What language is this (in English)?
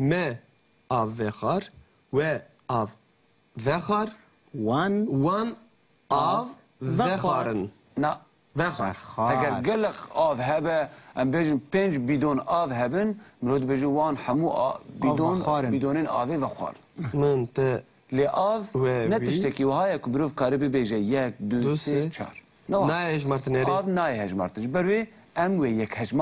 Kurdish